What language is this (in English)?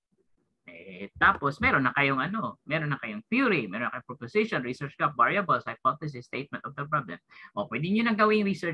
Filipino